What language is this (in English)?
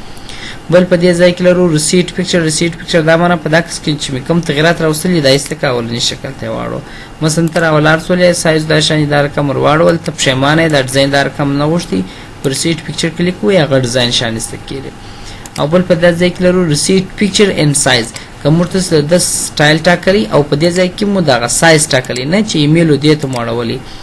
Pashto